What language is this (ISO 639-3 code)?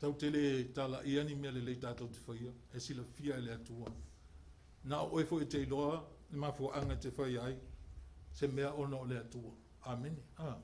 smo